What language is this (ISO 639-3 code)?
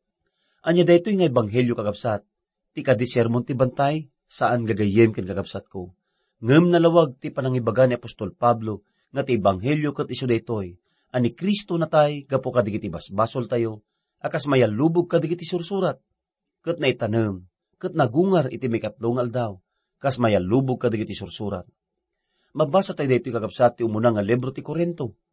ilo